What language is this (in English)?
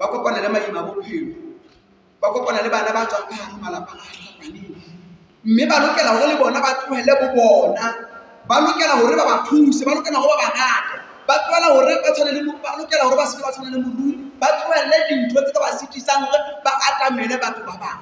Southern Sotho